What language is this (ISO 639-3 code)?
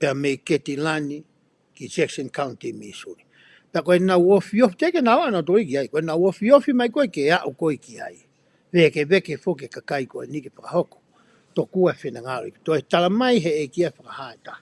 ton